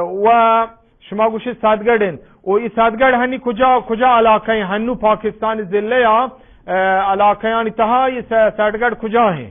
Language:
Eastern Balochi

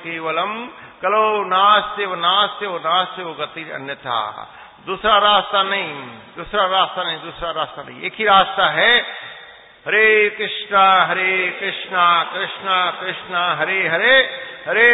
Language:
Hindi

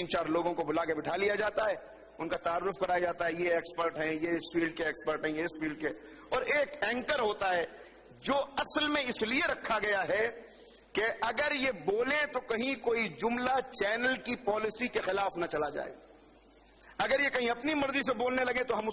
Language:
Urdu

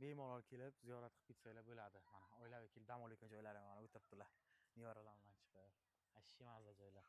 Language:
Uzbek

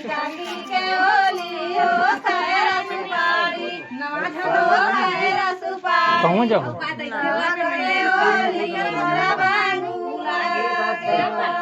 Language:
Chhattisgarhi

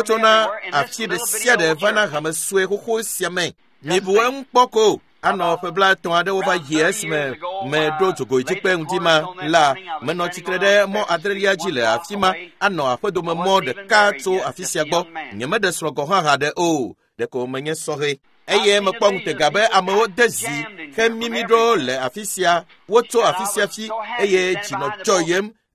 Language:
Ewe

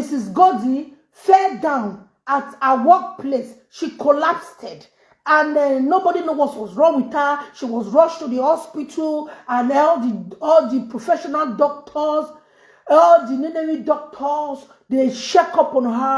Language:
Nigerian Pidgin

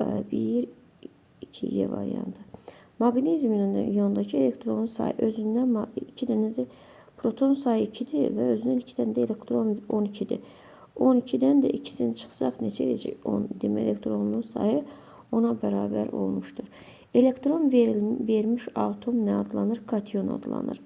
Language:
Azerbaijani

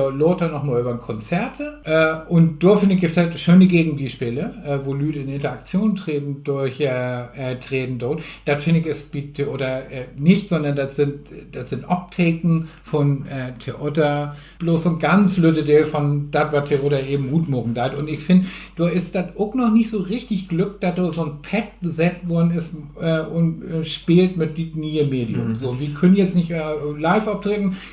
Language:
Low German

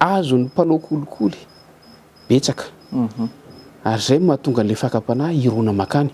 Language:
Malagasy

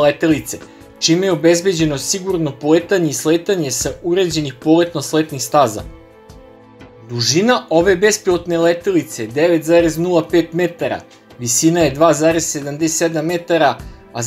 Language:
Serbian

